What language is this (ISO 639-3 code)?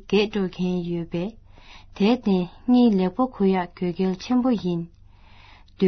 bod